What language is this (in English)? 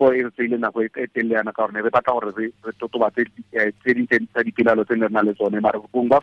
Tswana